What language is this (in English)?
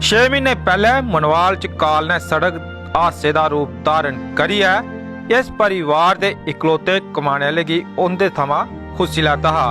Dogri